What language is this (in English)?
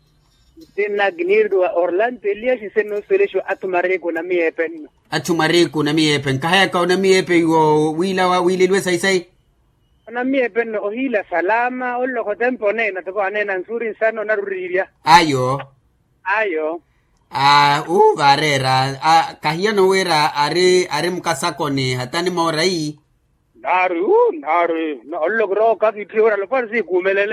Makhuwa